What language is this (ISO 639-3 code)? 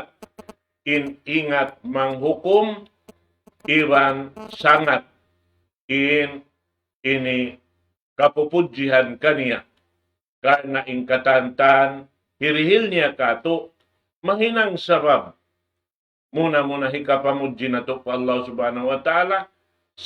tsg